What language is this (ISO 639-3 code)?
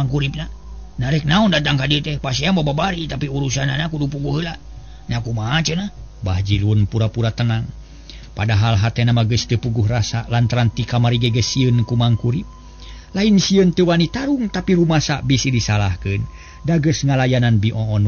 sun